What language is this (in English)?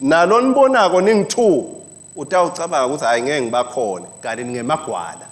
Swati